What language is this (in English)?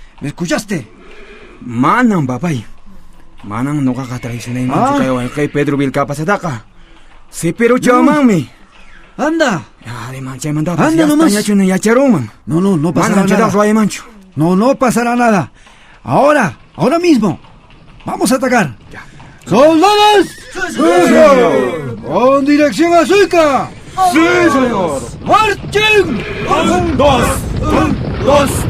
Quechua